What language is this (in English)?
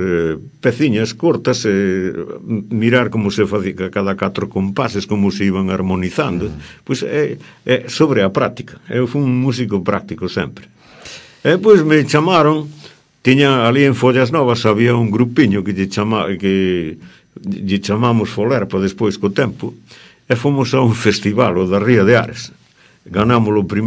Galician